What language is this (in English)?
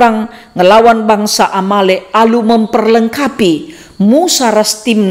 Batak Karo